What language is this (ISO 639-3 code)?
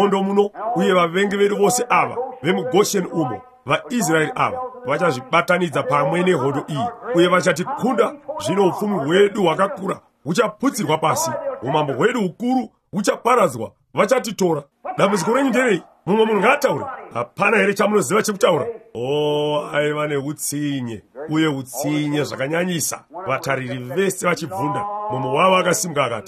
sna